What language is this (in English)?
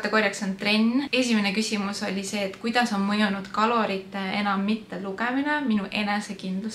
Estonian